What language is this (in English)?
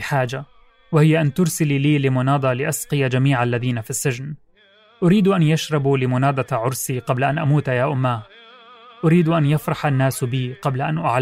North Levantine Arabic